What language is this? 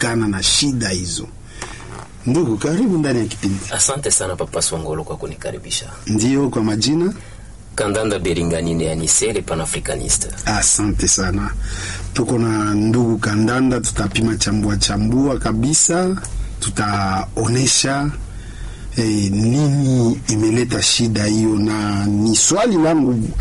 Swahili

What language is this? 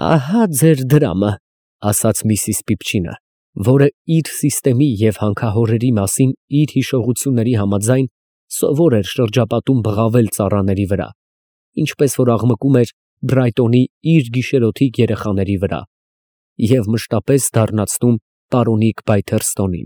Armenian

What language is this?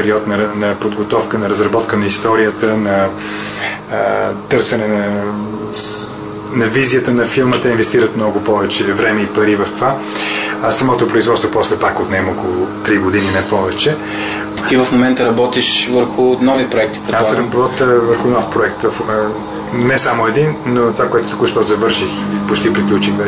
Bulgarian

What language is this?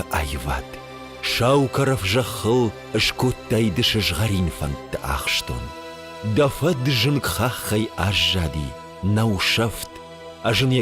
Ossetic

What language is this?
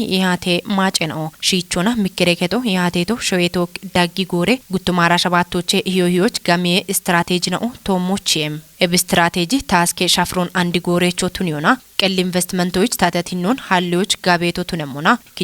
Kafa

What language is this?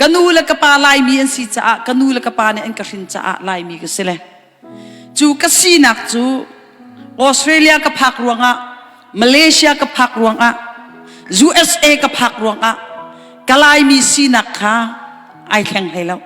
Hakha Chin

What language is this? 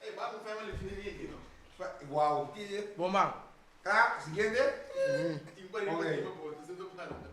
Papiamento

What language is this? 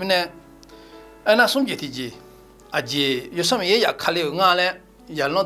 Akha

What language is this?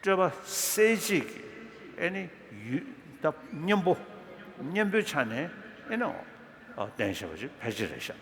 Tibetan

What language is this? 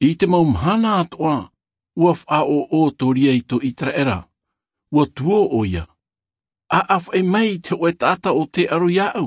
Tahitian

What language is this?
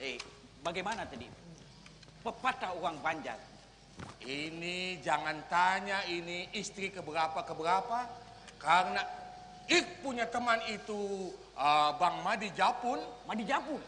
Banjar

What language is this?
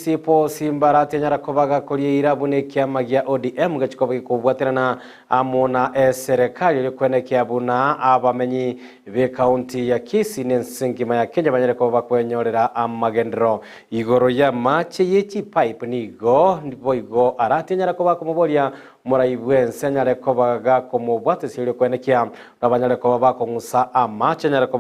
Gusii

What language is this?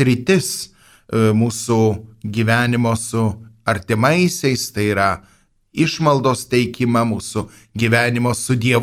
Lithuanian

